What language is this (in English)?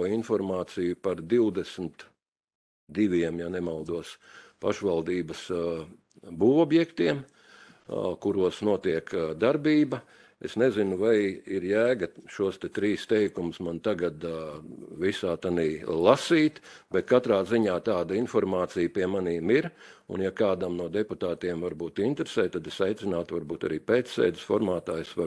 Latvian